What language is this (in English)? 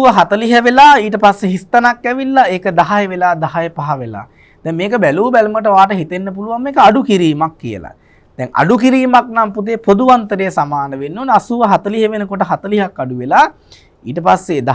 Sinhala